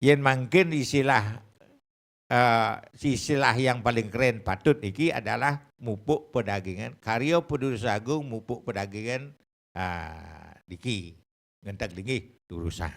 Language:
Balinese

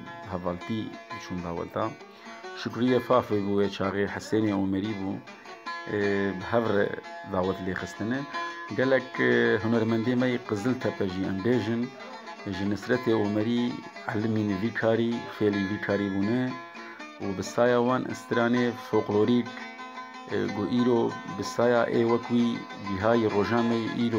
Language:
Kurdish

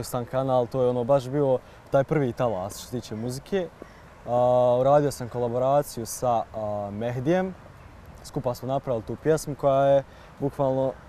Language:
Bosnian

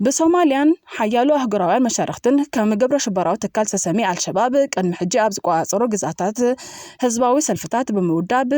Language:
Tigrinya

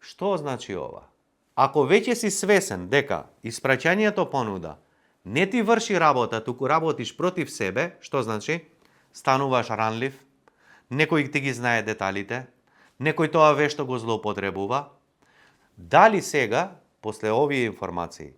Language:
Macedonian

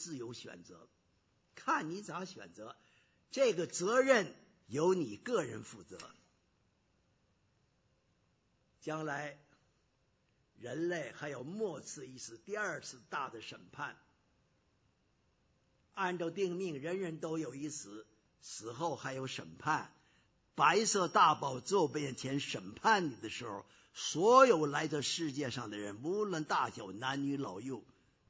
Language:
Chinese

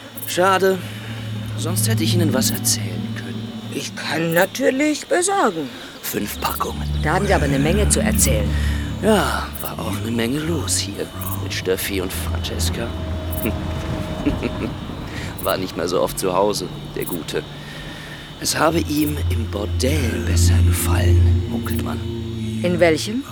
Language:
German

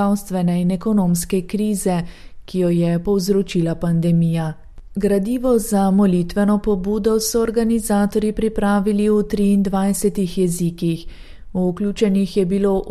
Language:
Slovenian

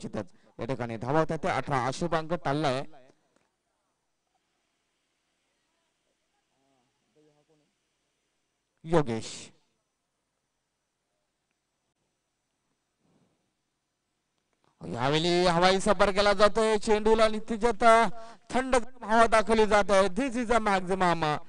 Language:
Marathi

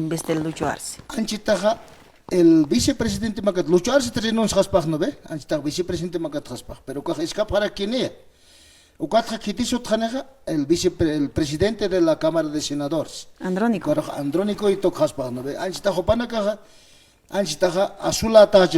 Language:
Aymara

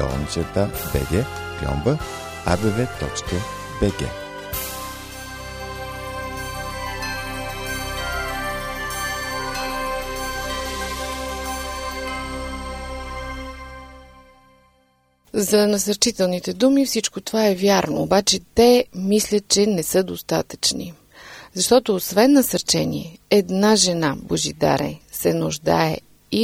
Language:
Bulgarian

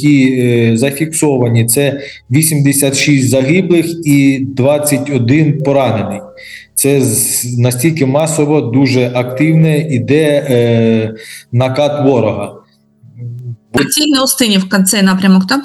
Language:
Ukrainian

